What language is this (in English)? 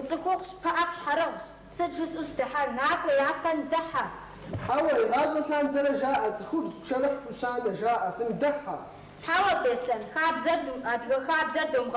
Kabardian